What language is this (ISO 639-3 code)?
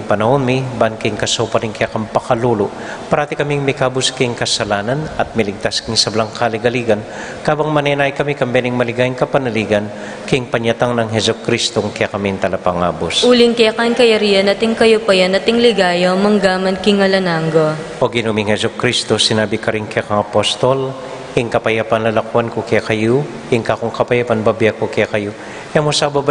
pam